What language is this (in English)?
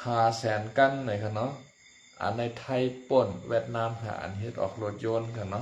Shan